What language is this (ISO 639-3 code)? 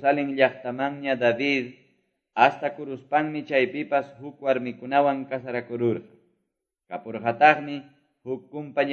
que